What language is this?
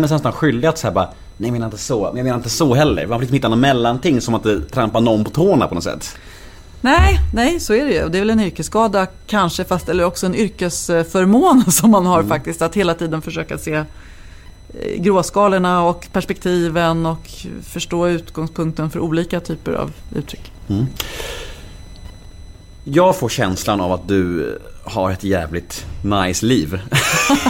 Swedish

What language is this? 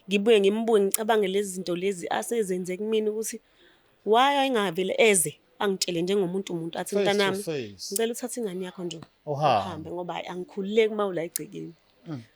Zulu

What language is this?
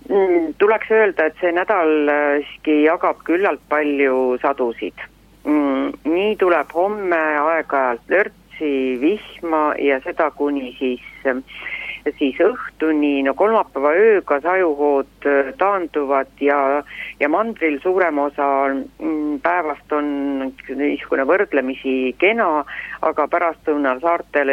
Estonian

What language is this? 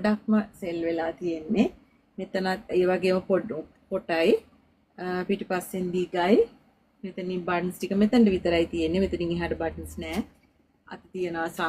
Sinhala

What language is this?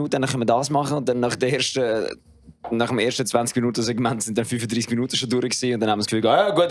Swiss German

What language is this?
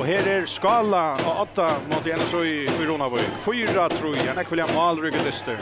Faroese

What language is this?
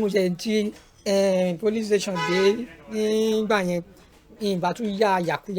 Yoruba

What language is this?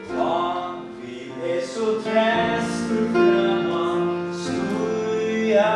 Faroese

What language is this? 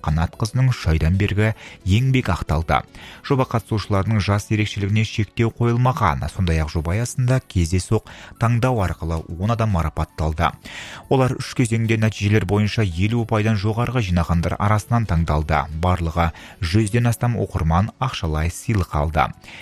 Kazakh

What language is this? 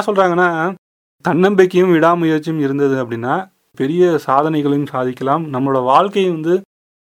Tamil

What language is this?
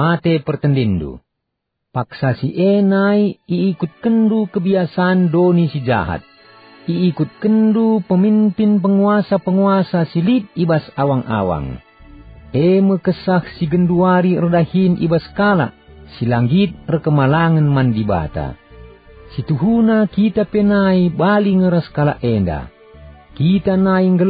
Batak Karo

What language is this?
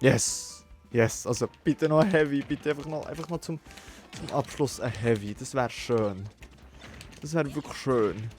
Swiss German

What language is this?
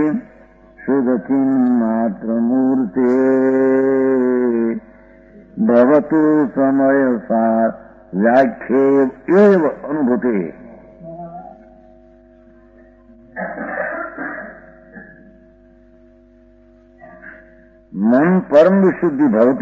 Gujarati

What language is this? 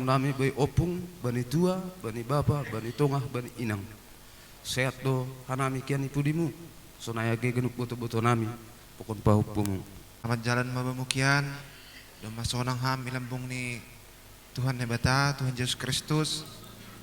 Batak Simalungun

